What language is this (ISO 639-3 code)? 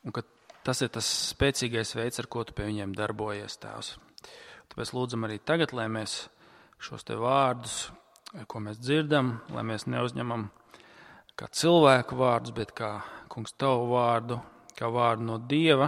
lav